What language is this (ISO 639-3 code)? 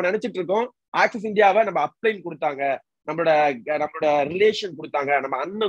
tam